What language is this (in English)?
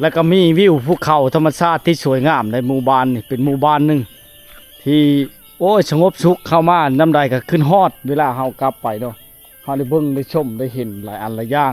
Lao